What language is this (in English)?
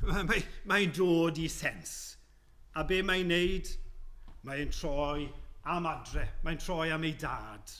Welsh